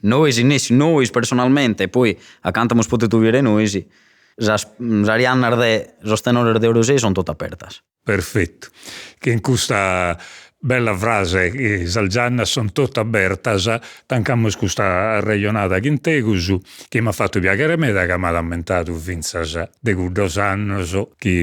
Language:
Sardinian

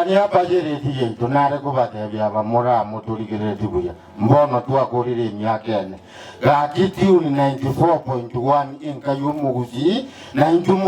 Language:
Gusii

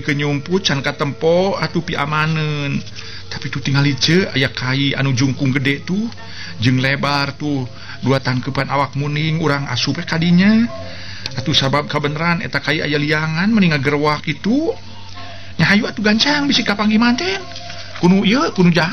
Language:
Sundanese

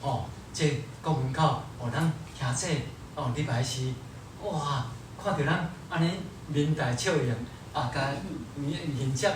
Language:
Min Nan Chinese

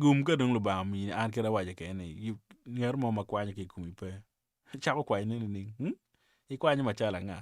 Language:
Acoli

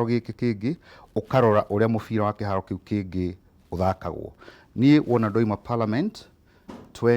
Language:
Kikuyu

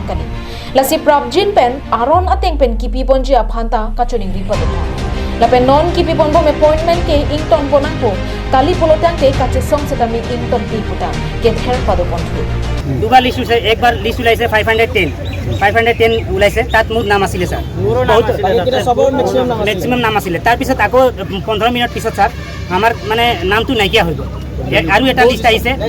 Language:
Karbi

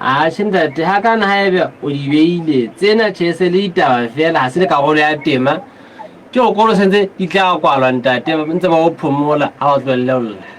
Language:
Southern Sotho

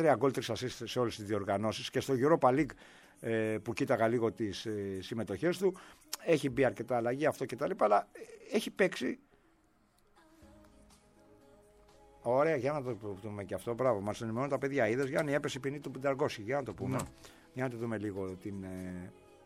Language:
Greek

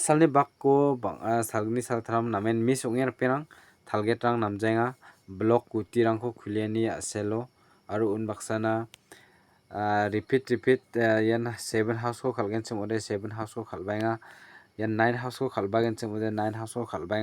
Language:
Garo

